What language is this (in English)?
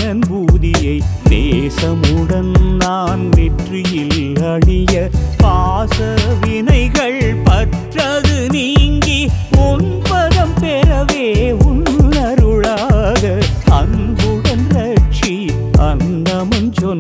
Tamil